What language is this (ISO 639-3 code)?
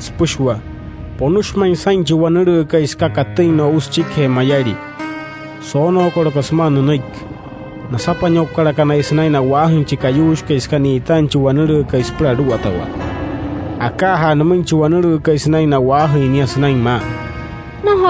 guc